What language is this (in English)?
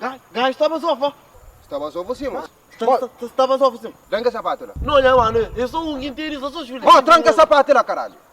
Kabuverdianu